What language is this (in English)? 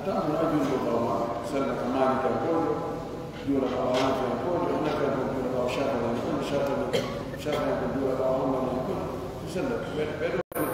Pular